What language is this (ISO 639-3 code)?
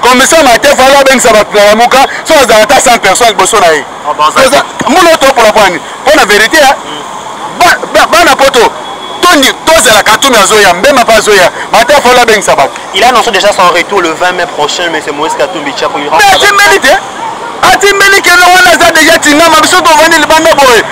lin